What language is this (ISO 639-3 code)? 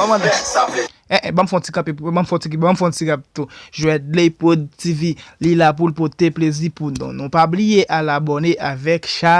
hat